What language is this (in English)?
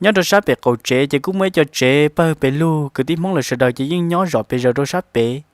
Hmong